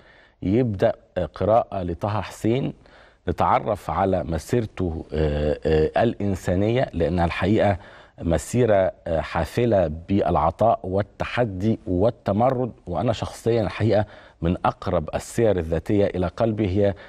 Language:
Egyptian Arabic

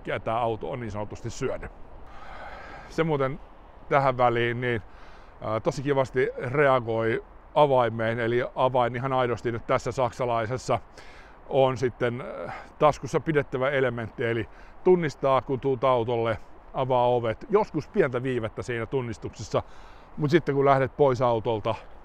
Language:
Finnish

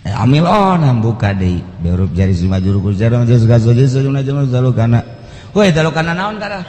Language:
Sundanese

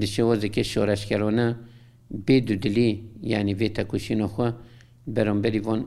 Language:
Kurdish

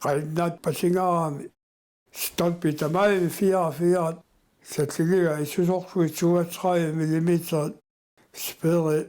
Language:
Kalaallisut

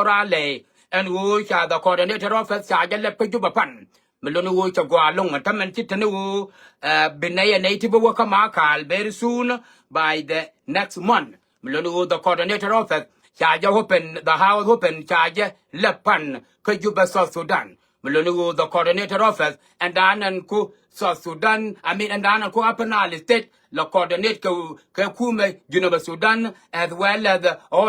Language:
Nuer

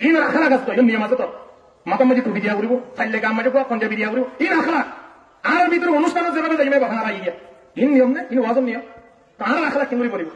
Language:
Rohingya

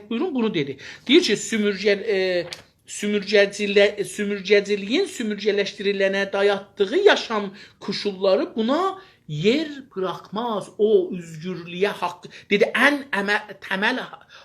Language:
South Azerbaijani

